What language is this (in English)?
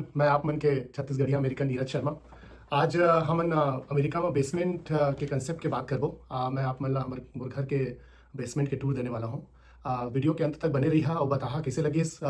Chhattisgarhi